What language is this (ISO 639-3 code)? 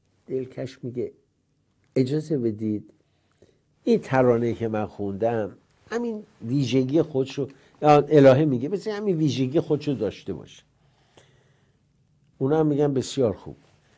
fas